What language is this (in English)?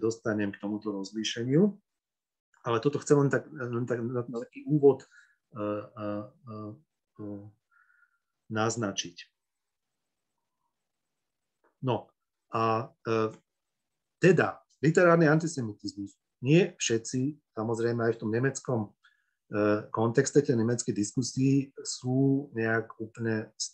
Slovak